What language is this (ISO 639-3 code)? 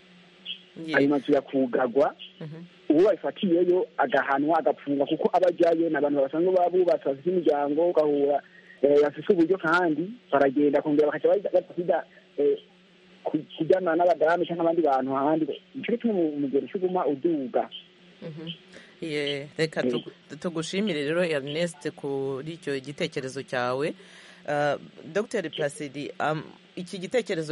kin